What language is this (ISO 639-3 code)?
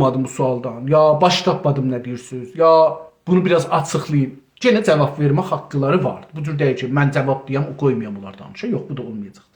azb